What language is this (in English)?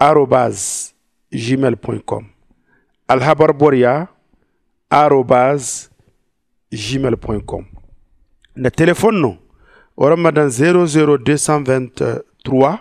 Zarma